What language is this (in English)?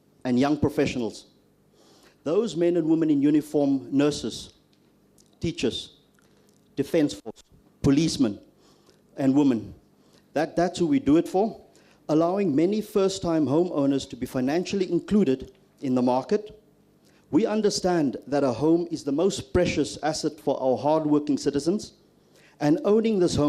Tswana